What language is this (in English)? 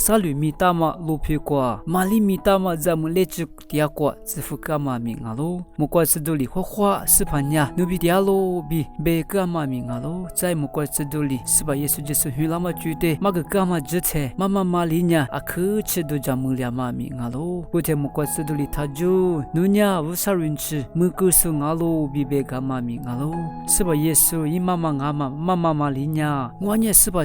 Lisu